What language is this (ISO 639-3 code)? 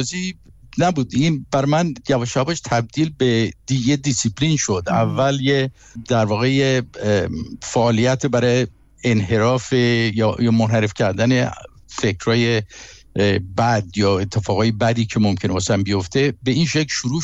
fas